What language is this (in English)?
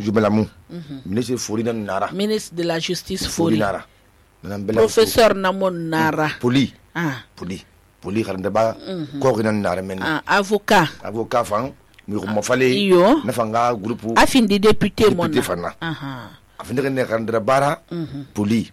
Susu